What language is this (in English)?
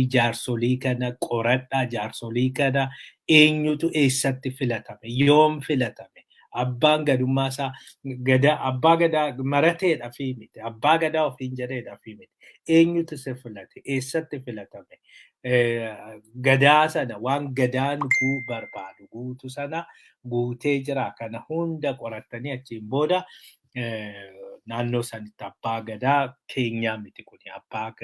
Oromo